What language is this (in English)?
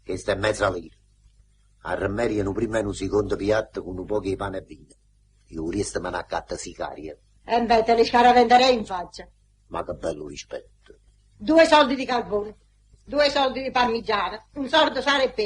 Neapolitan